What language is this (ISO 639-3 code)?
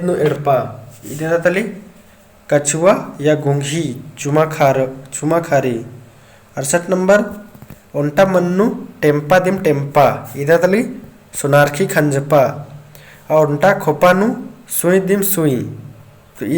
kru